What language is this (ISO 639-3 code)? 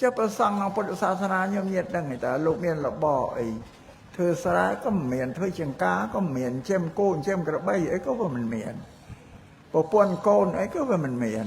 khm